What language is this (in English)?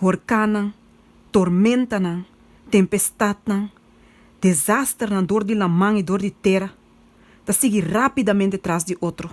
Papiamento